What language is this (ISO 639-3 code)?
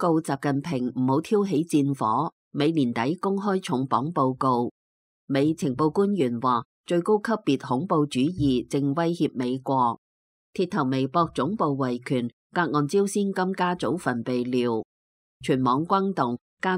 yue